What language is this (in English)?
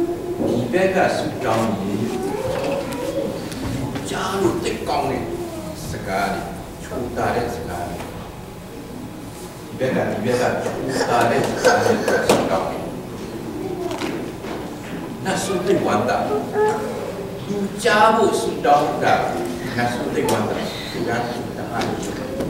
Burmese